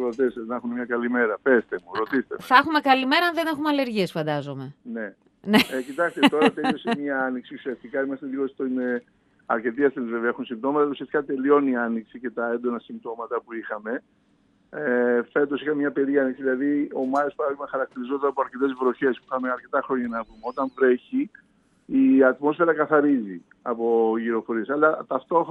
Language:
Greek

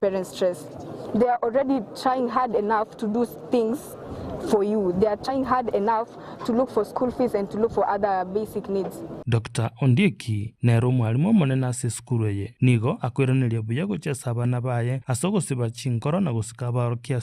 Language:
Gusii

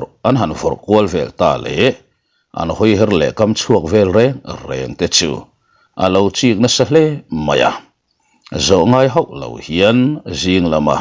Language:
Mizo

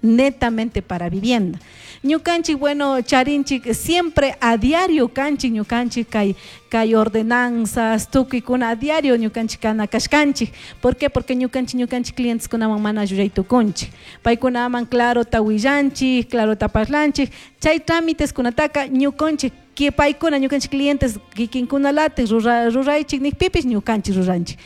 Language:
Chimborazo Highland Quichua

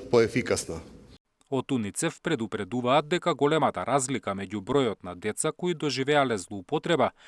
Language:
Macedonian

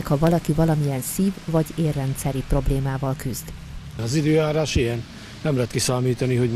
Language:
Hungarian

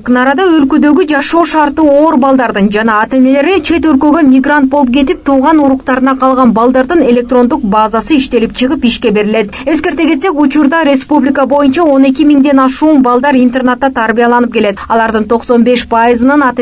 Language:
Kyrgyz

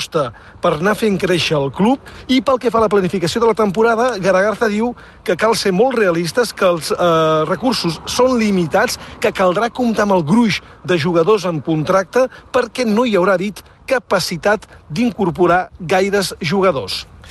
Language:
Catalan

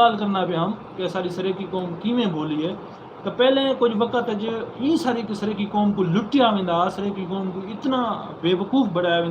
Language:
Saraiki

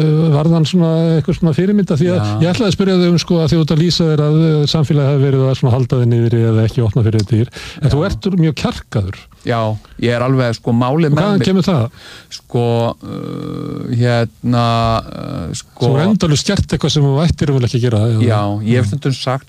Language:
Icelandic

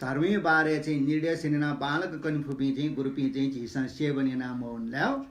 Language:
Newari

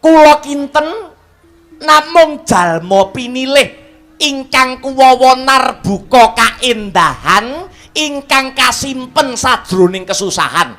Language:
Javanese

